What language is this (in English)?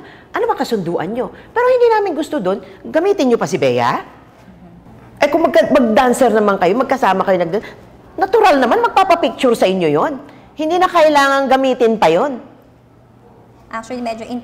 Filipino